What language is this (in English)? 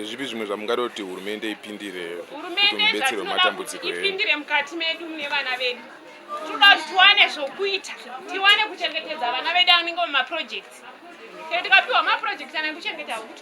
Shona